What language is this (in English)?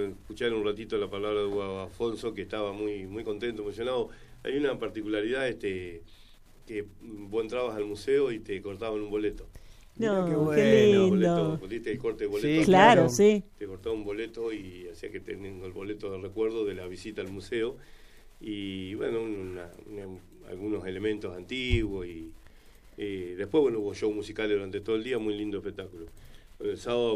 Spanish